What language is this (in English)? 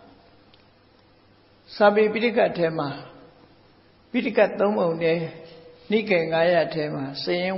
Burmese